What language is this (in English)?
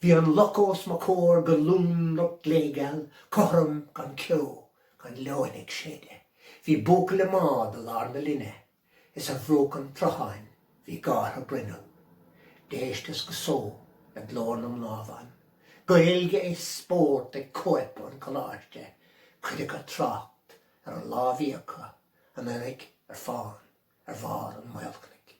Irish